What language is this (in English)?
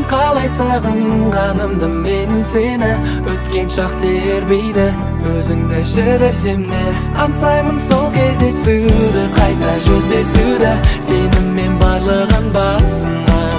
Kazakh